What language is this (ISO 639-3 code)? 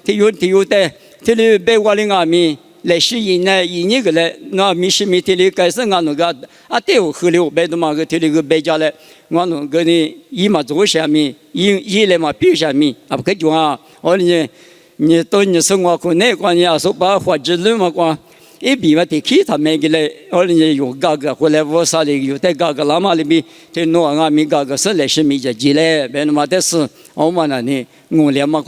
lis